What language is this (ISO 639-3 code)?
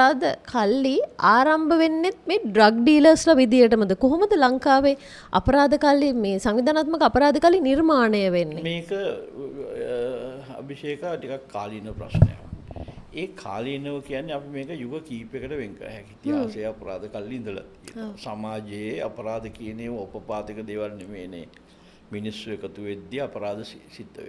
sin